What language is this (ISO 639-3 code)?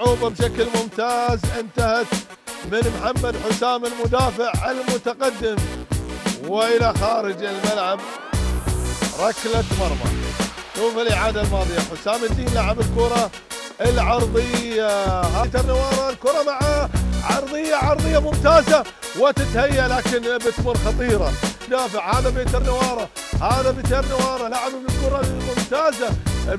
ara